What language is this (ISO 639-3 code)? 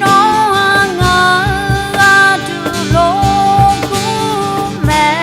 ahk